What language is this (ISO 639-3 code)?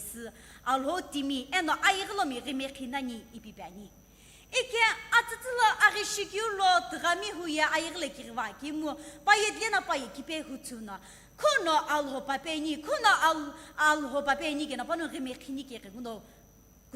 nsm